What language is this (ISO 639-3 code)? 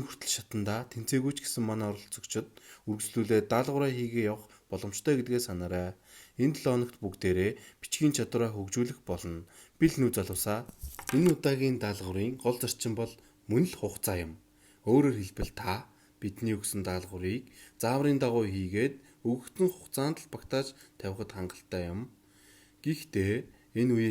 mon